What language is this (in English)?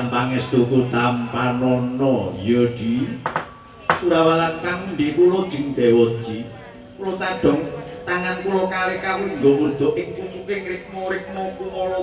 Javanese